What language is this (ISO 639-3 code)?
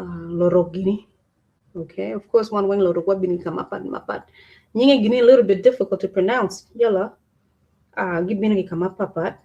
ach